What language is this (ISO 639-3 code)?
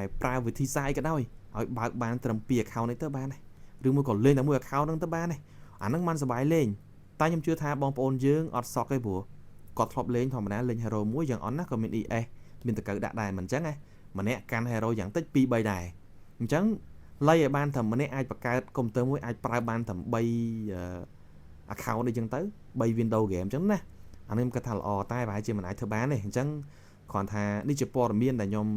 khm